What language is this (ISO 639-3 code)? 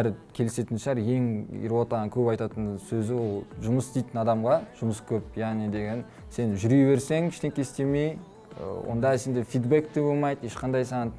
kaz